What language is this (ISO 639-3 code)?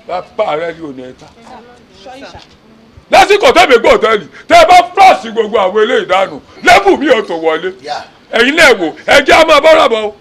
yor